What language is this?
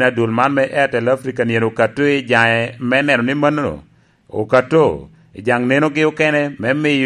Lango (Uganda)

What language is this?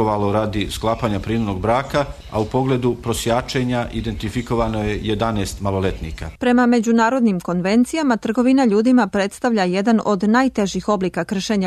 Serbian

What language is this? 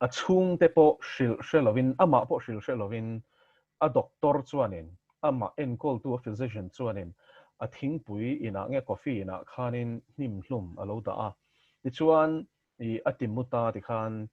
Mizo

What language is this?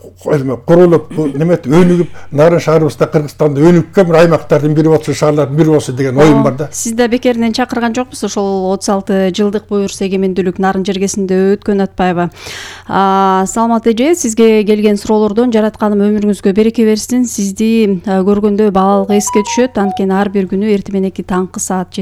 Kyrgyz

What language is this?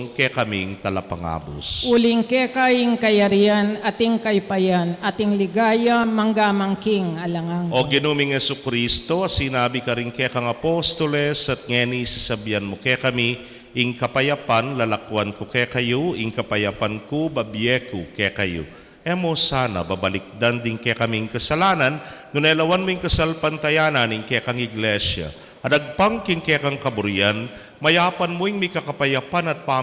Pampanga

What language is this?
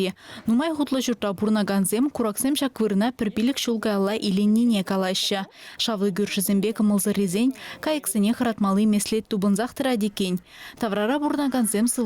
Chuvash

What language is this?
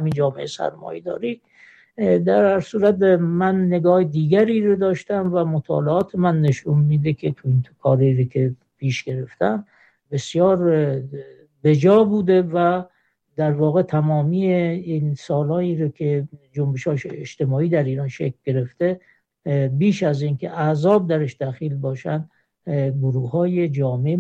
Persian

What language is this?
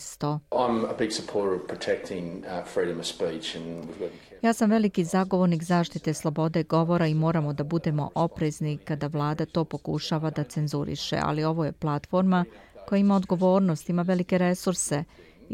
Serbian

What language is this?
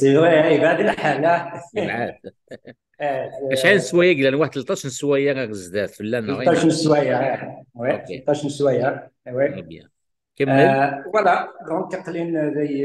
Kabyle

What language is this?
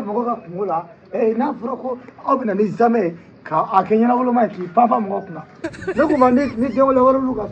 Bambara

